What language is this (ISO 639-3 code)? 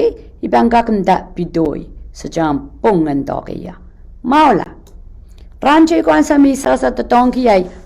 pon